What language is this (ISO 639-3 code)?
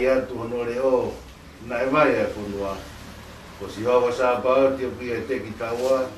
ton